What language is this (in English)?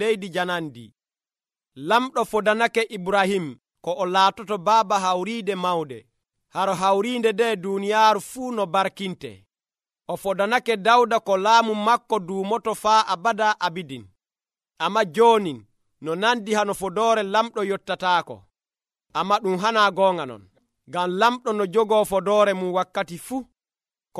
Nigerian Fulfulde